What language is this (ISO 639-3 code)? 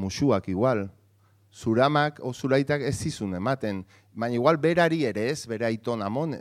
eus